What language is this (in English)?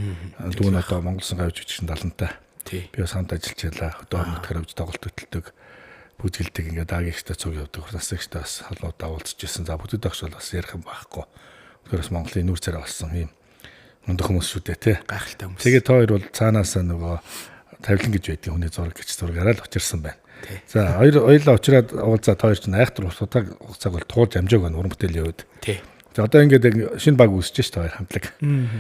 Mongolian